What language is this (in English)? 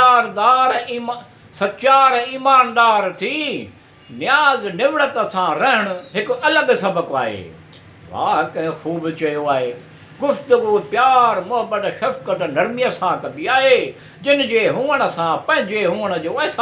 Sindhi